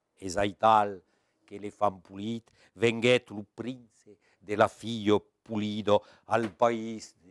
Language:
Occitan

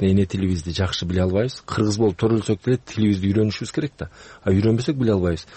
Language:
Kyrgyz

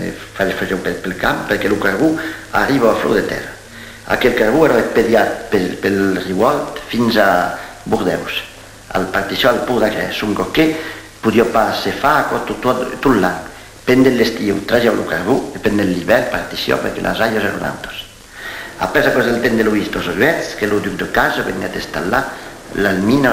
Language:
Occitan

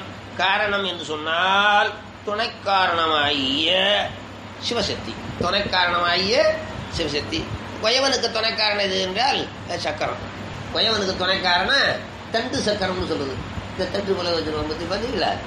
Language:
Tamil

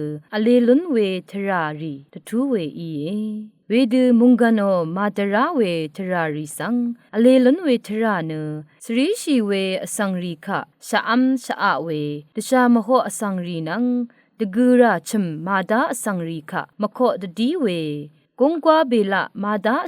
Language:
Rawang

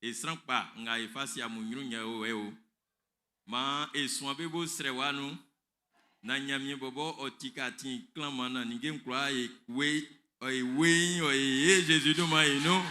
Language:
Baoulé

